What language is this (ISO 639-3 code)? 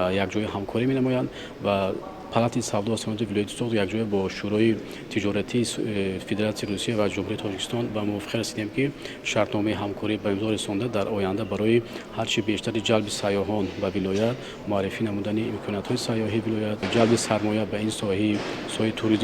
tgk